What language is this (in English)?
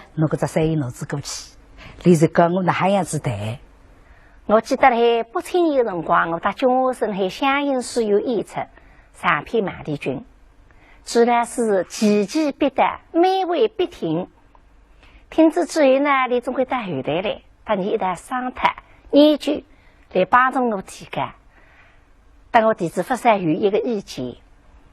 Wu Chinese